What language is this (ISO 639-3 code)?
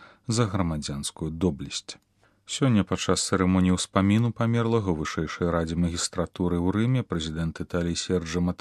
bel